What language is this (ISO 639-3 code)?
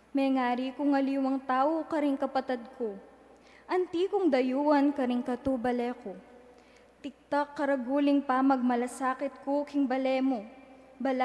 pam